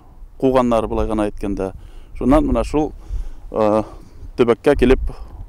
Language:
Bashkir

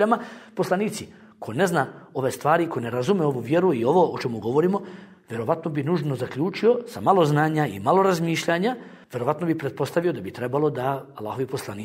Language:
Bosnian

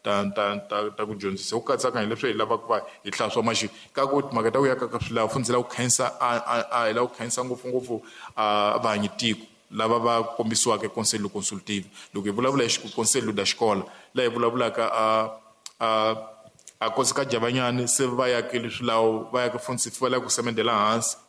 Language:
Tsonga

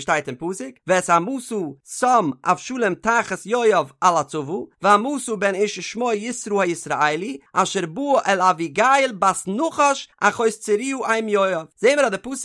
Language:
Yiddish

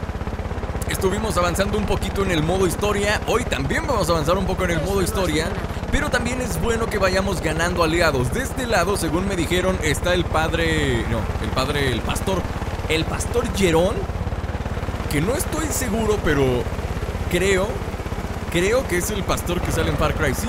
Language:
Spanish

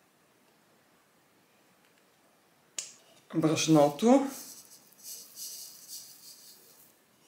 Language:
Bulgarian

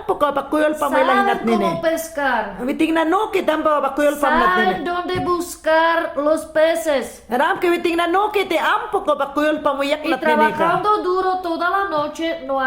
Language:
Mayangna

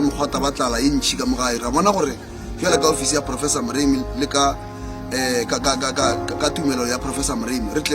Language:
Northern Sotho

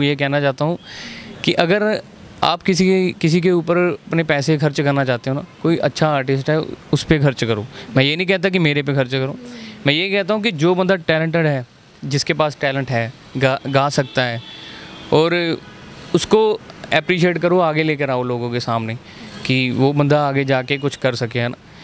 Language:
Hindi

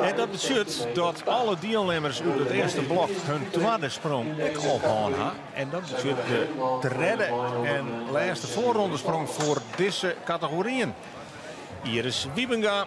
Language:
Western Frisian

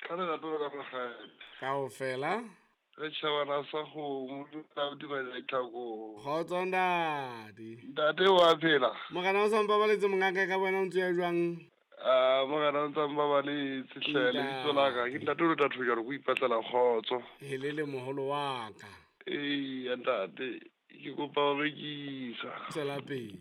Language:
Southern Sotho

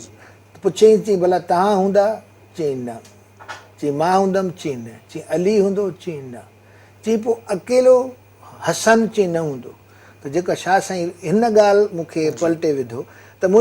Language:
Sindhi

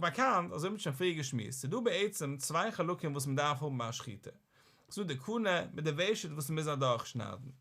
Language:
Yiddish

